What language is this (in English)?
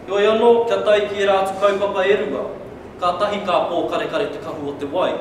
Māori